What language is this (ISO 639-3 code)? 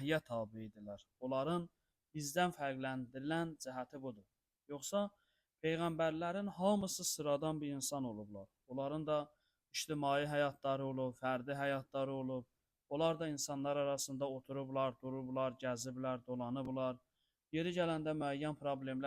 aze